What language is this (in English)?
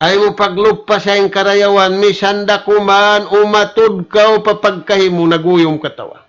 Tausug